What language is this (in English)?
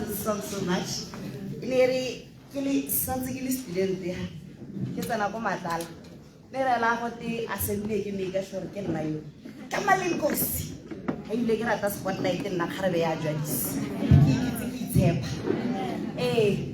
Tswana